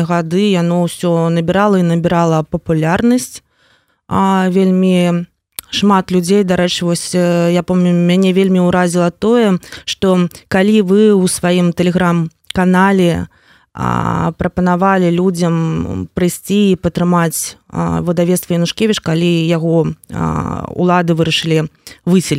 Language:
Belarusian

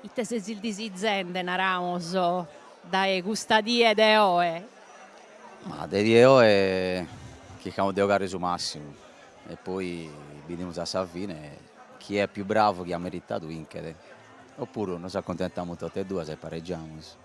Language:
Sardinian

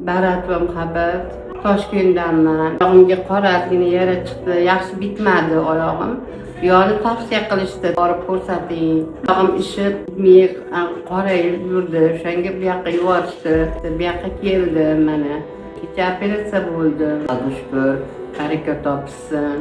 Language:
Uzbek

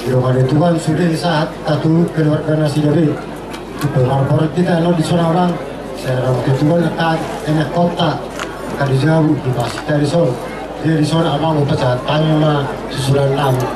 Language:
Batak Toba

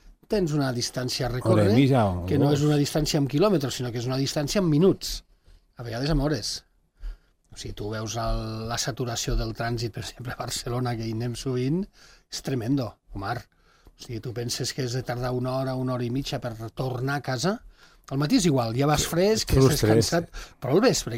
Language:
Catalan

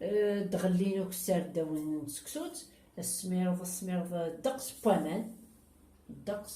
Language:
Kabyle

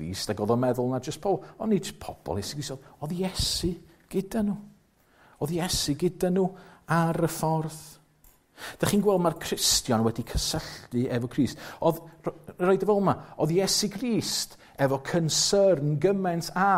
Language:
Welsh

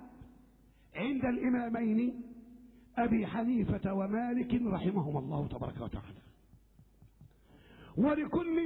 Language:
Arabic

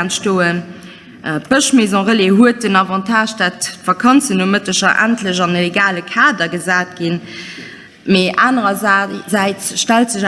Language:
Luxembourgish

